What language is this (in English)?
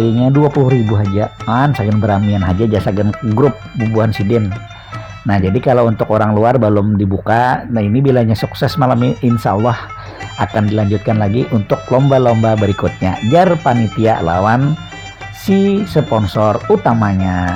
Banjar